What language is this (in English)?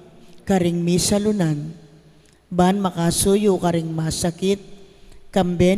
Pampanga